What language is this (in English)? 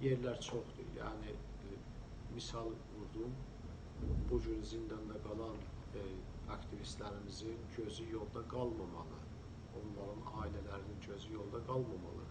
South Azerbaijani